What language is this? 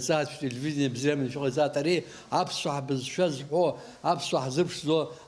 Abkhazian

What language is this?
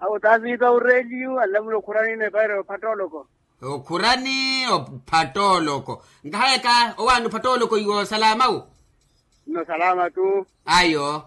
Makhuwa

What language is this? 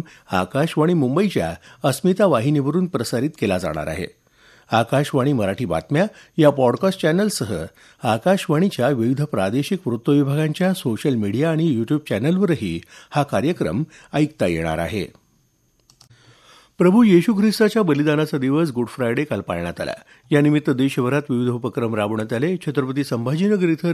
Marathi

